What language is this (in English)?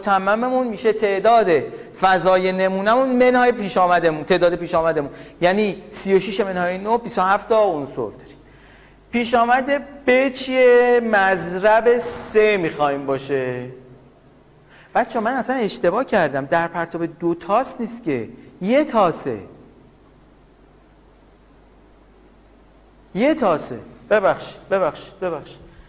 Persian